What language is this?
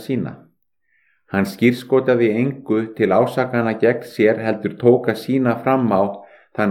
Icelandic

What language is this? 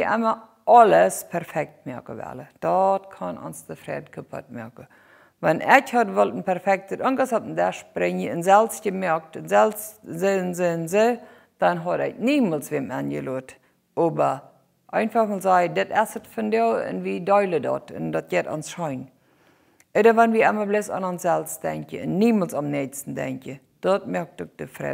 Plautdietsch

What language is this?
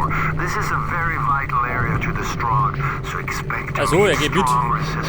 Bavarian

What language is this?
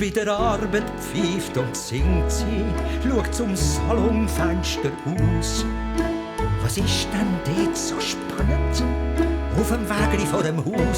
Swiss German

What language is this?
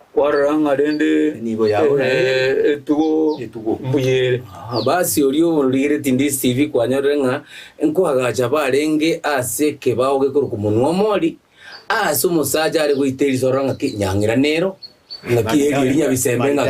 Gusii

